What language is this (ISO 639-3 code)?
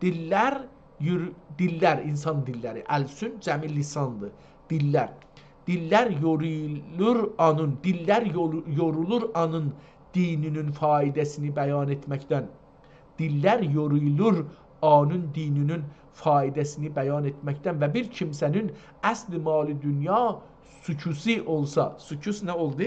azb